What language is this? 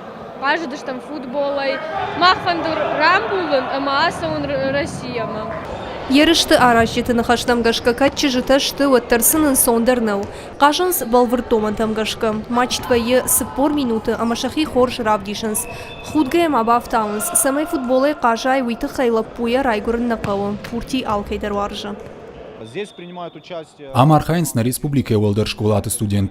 Ossetic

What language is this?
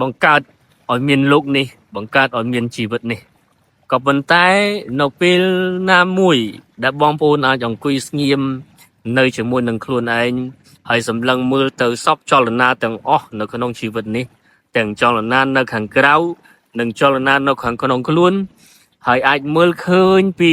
Khmer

